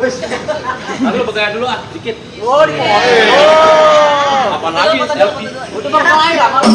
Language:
Betawi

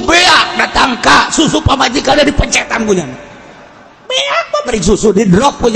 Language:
Sundanese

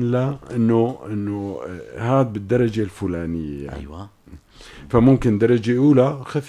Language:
North Levantine Arabic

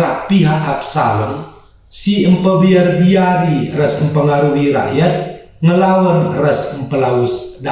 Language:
Batak Karo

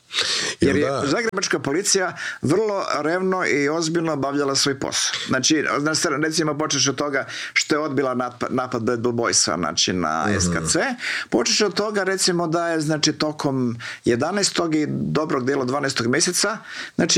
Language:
Croatian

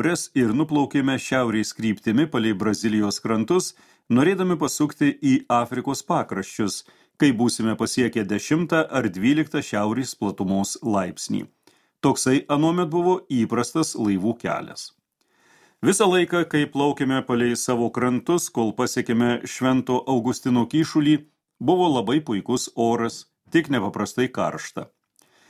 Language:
Lithuanian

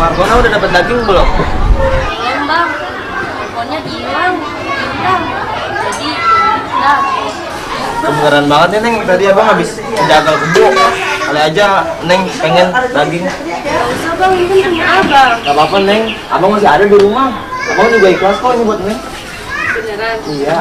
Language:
Betawi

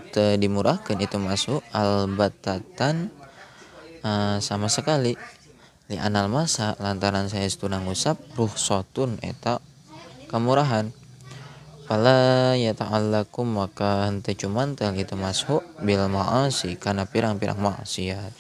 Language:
Sundanese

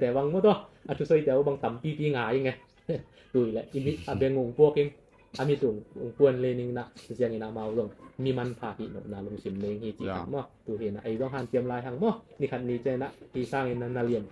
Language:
Tedim Chin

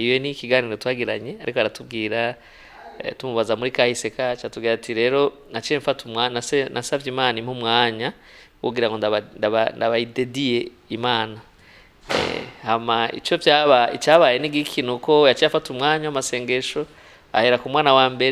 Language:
Rundi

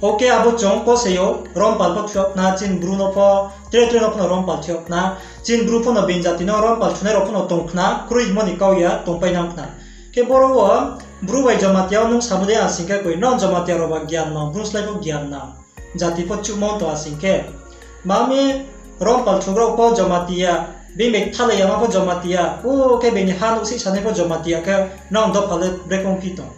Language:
Riang (India)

